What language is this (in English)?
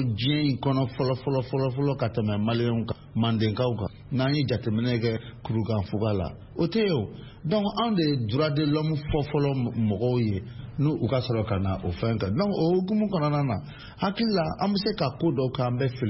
Bambara